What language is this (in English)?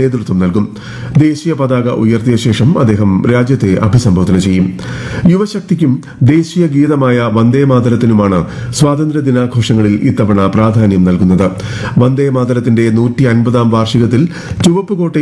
Malayalam